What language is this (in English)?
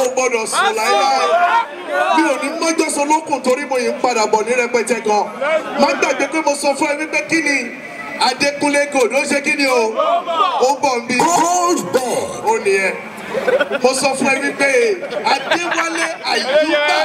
Yoruba